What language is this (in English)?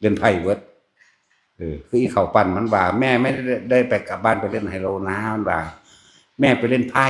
Northeastern Thai